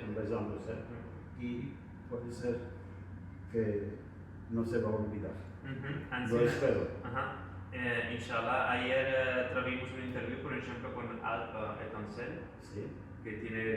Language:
Ladino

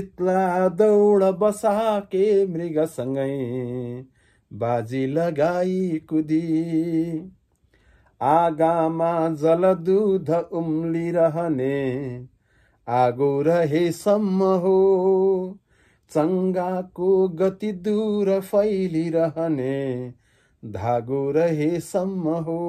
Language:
Nepali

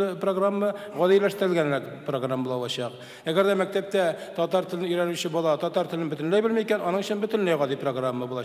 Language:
Tatar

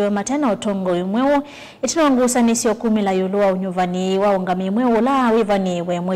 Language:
Kamba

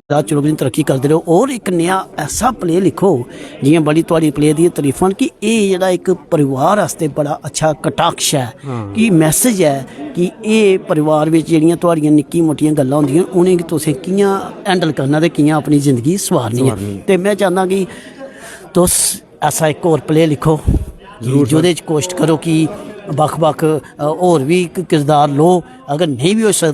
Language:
Dogri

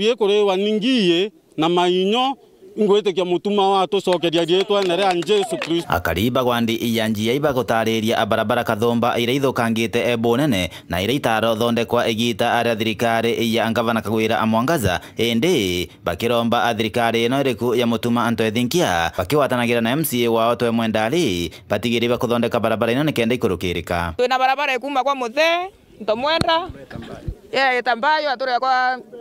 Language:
Meru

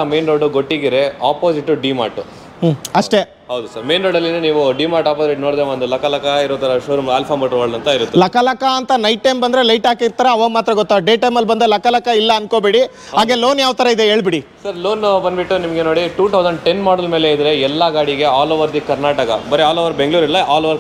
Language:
Kannada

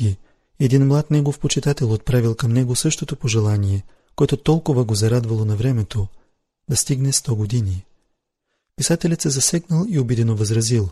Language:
Bulgarian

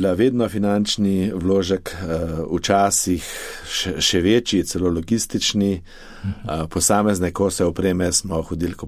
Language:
Slovenian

